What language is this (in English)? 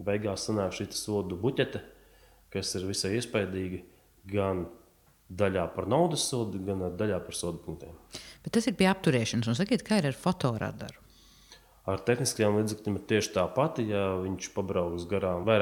Latvian